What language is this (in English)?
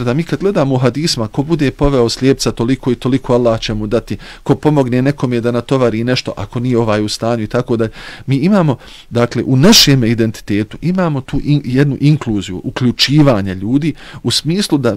Bosnian